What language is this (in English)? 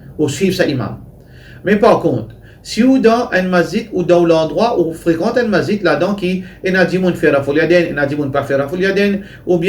Morisyen